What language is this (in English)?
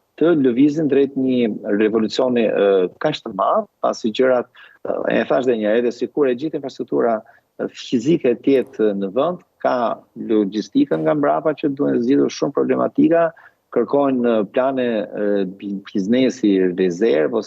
Albanian